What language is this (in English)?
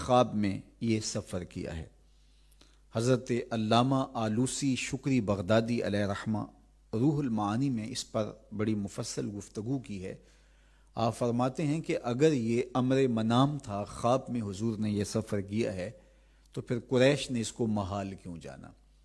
Urdu